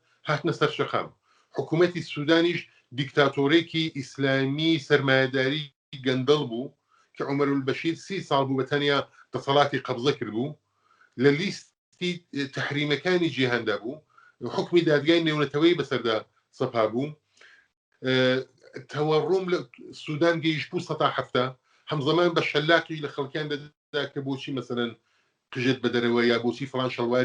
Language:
Central Kurdish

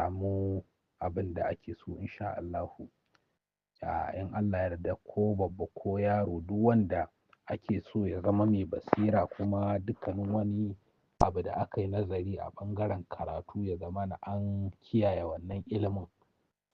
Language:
Hausa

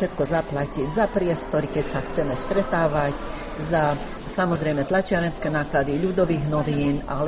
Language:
Slovak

